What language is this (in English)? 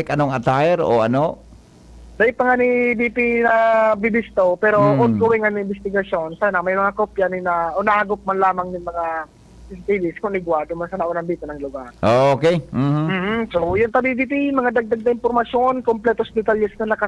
Bikol